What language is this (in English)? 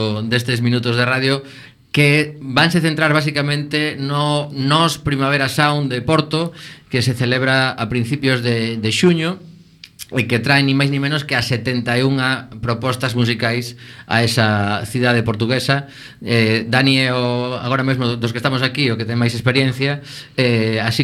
Galician